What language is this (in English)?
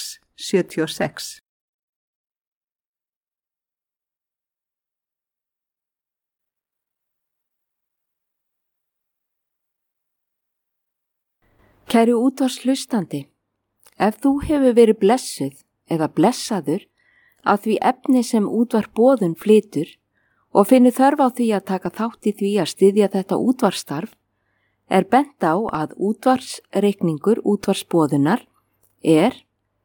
Icelandic